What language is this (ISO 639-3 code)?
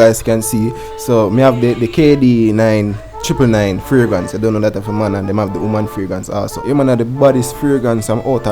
jam